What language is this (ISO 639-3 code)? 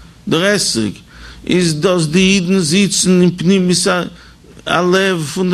yid